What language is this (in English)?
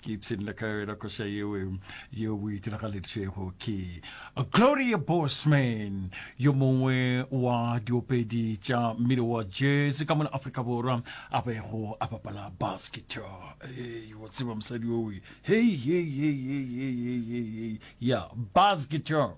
Northern Sotho